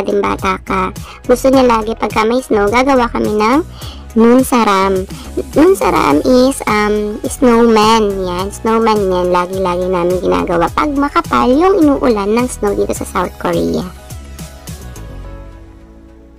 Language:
Filipino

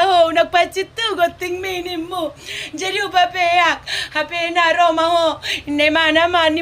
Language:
Batak Toba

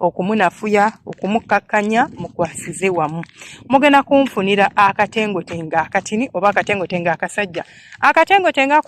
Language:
Ganda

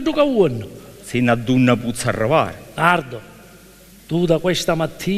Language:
Sicilian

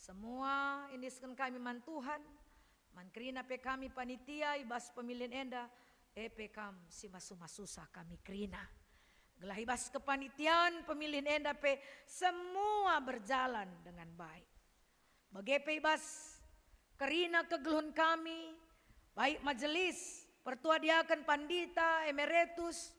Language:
Batak Karo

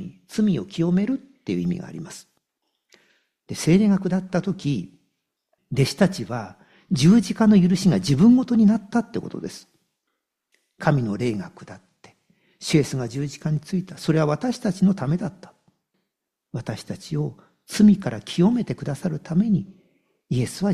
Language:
Japanese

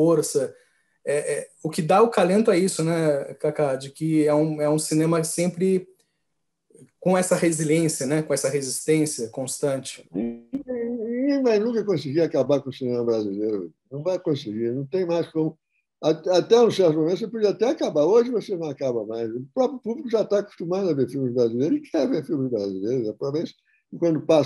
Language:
Portuguese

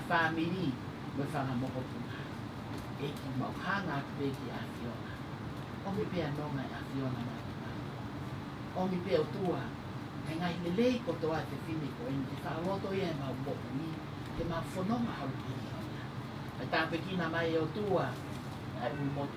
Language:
Tongan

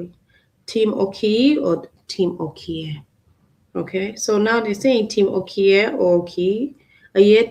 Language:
Acoli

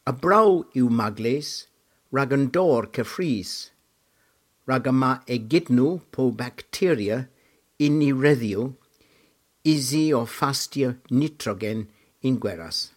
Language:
Cornish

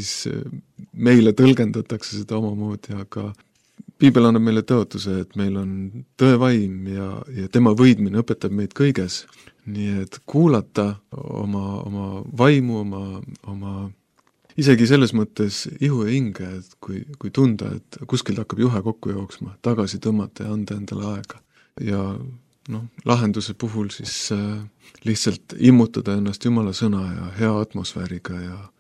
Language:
Estonian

